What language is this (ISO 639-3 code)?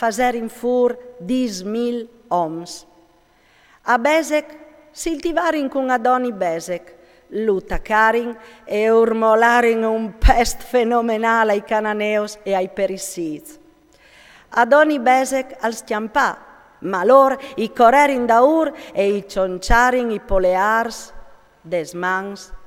fur